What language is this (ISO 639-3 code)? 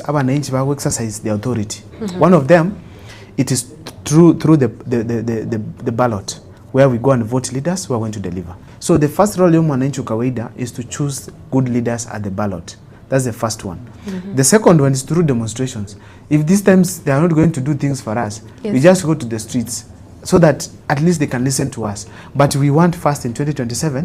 guz